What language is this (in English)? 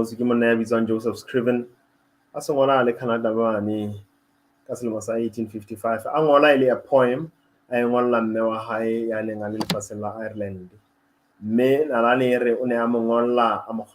Southern Sotho